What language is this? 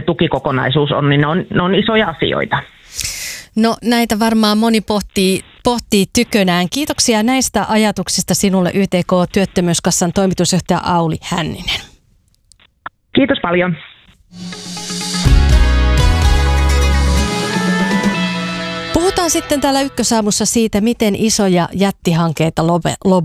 Finnish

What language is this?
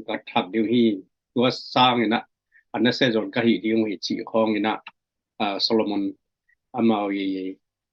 Tedim Chin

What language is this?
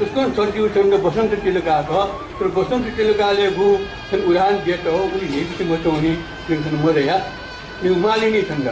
Newari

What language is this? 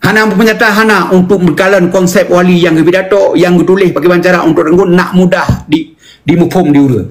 Achinese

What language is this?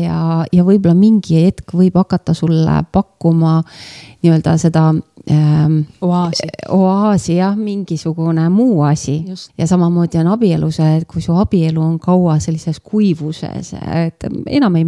Estonian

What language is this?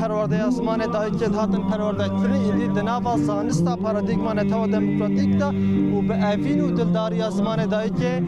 Kurdish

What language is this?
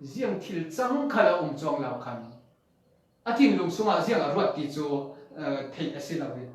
Falam Chin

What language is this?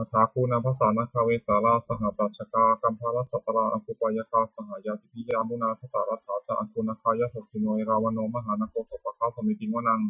Pali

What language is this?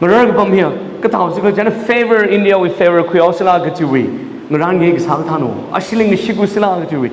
Tangkhul Naga (India)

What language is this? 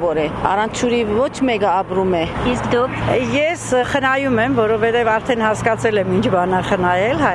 Armenian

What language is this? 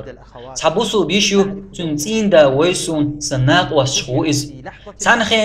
Chechen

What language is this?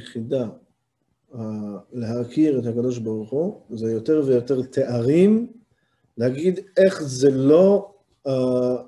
Hebrew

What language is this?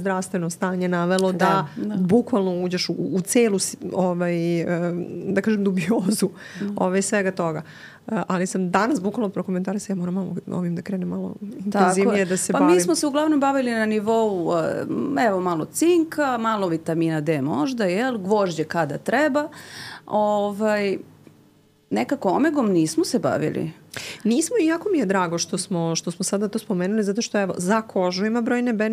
Serbian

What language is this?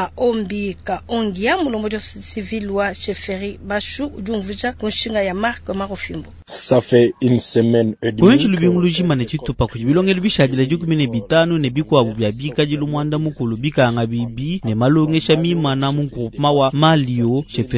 Luba-Lulua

